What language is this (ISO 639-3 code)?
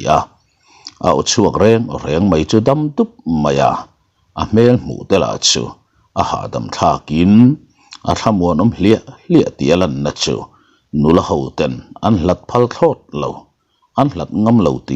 lus